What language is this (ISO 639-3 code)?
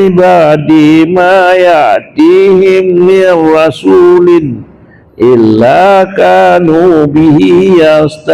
ace